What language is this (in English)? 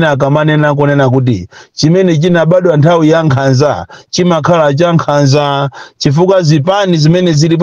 Nyanja